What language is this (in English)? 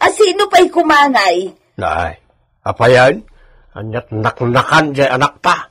Iloko